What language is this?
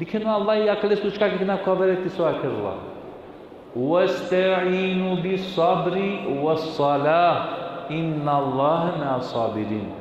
Balkan Romani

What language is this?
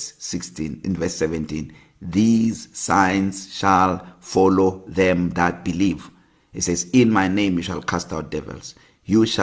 English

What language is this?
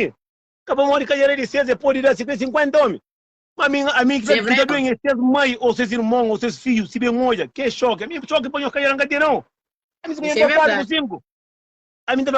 Kabuverdianu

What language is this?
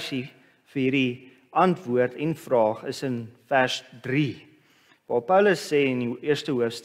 Afrikaans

